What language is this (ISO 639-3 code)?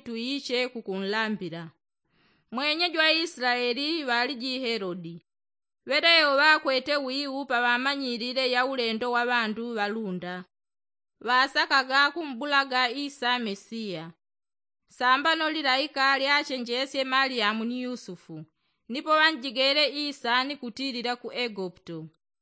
yao